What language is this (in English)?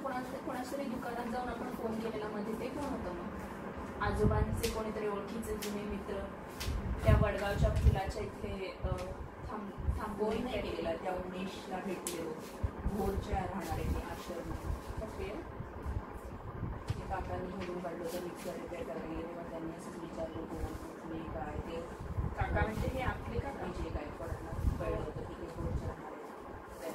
Marathi